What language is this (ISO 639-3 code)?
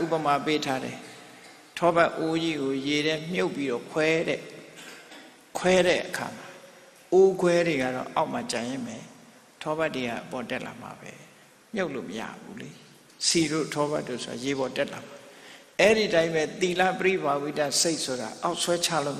mya